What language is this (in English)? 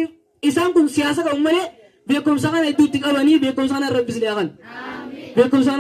Oromo